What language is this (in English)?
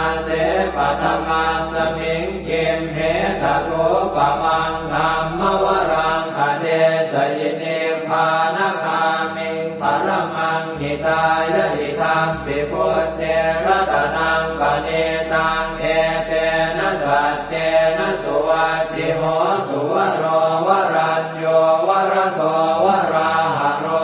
Pali